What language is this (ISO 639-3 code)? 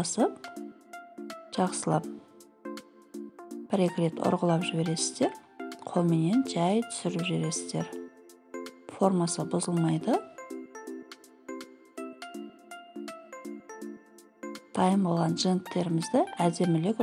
kaz